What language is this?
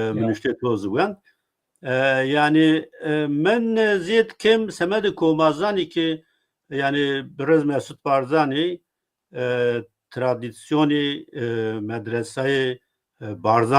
Zaza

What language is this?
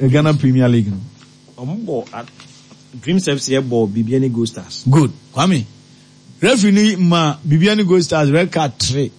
Akan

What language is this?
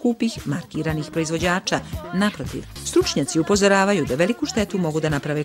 Serbian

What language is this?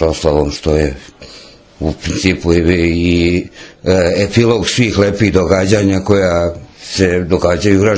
Serbian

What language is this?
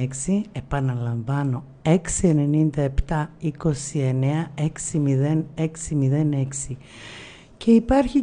Greek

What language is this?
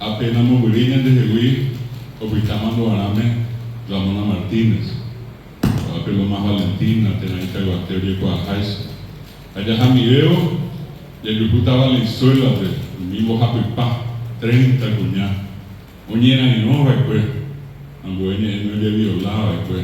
Guarani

